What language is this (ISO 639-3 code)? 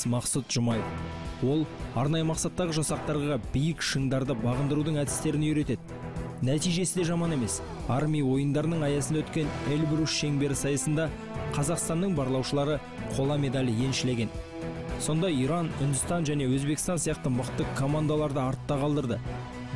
kaz